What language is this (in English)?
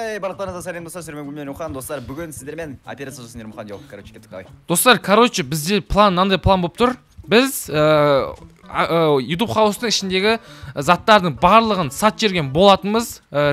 Kazakh